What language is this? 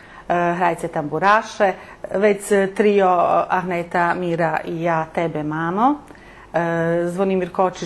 Rusyn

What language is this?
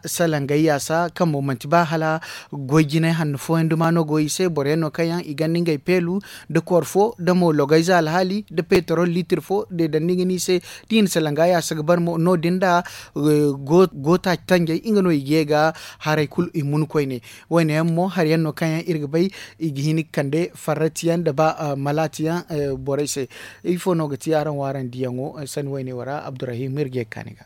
Zarma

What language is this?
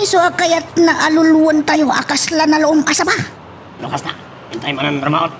Iloko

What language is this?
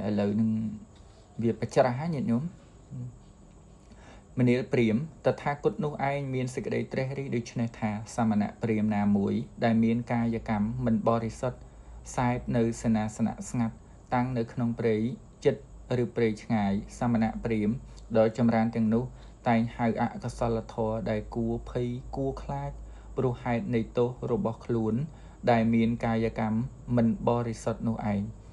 Khmer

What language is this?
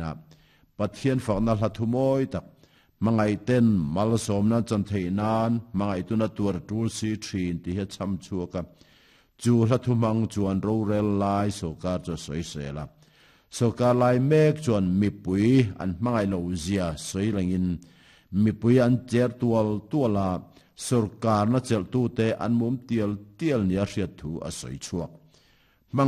Mizo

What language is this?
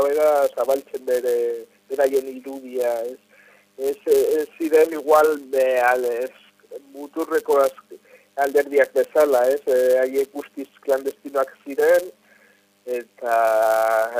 Basque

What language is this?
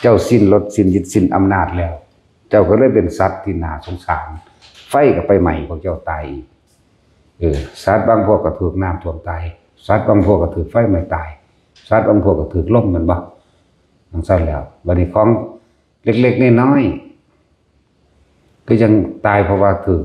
Northeastern Thai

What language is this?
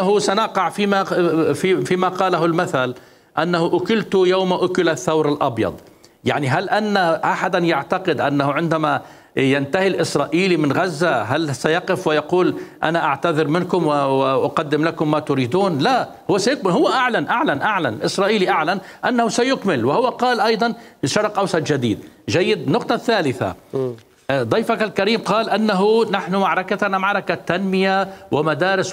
Mesopotamian Arabic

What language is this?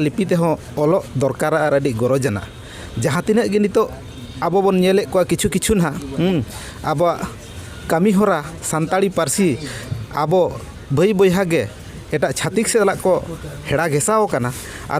Santali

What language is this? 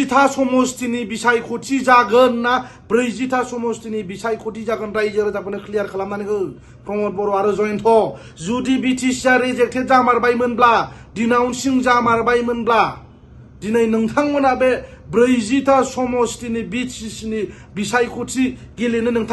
Bodo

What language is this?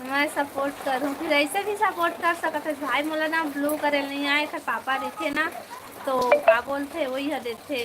Chhattisgarhi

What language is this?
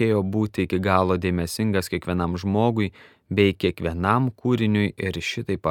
Lithuanian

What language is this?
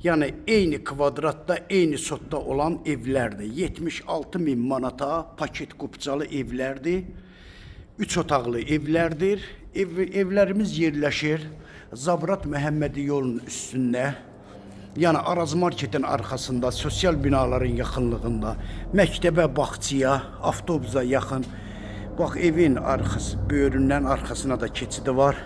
Azerbaijani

